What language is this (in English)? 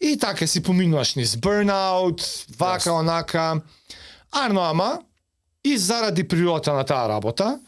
Macedonian